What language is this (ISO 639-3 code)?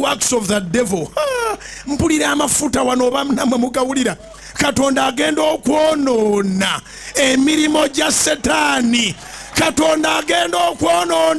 lug